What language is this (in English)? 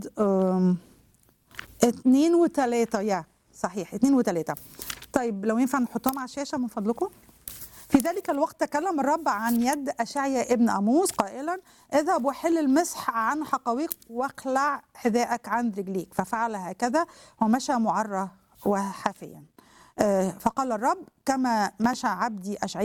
Arabic